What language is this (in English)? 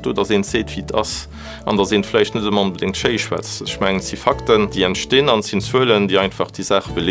Luxembourgish